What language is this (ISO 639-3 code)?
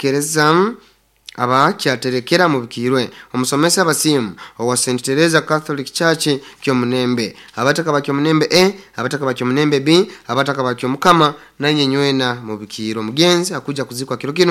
nyo